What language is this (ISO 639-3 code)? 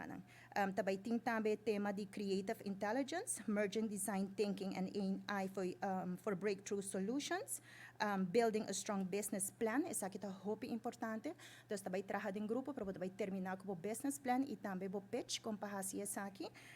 pap